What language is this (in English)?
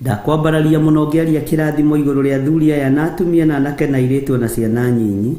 Kikuyu